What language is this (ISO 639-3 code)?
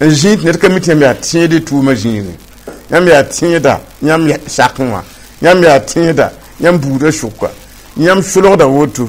mos